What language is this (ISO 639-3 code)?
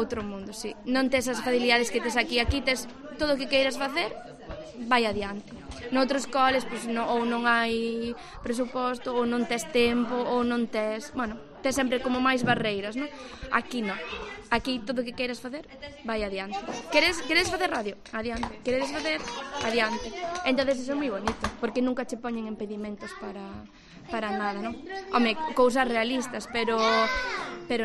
glg